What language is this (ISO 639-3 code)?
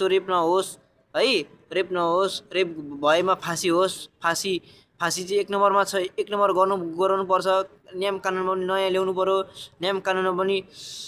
nep